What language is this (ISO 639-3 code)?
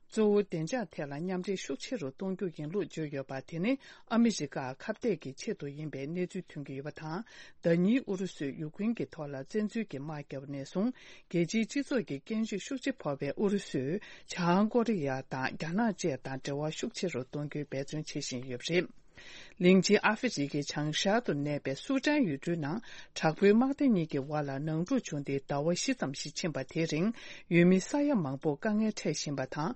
bod